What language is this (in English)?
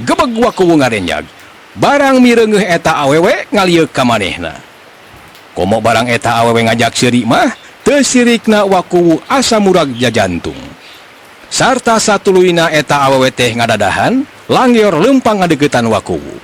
Sundanese